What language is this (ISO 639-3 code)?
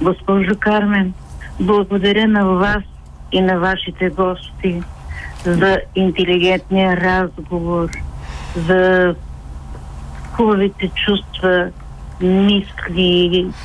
bul